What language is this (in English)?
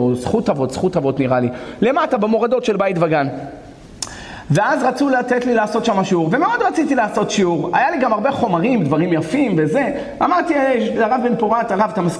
Hebrew